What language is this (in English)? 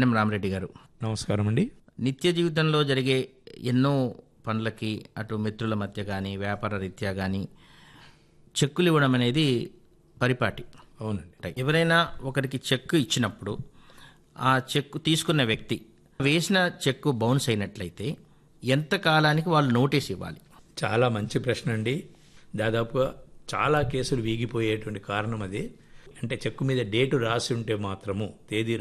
Telugu